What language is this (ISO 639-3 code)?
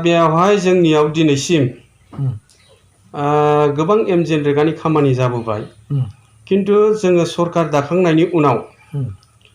brx